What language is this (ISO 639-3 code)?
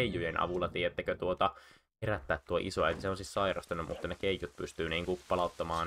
fin